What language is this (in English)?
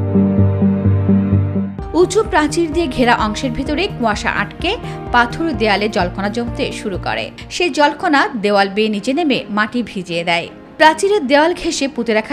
Bangla